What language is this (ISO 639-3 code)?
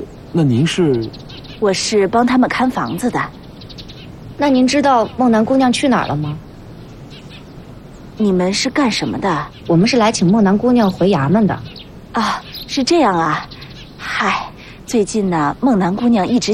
zho